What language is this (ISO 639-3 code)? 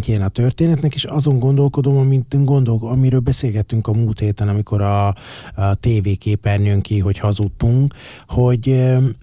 hun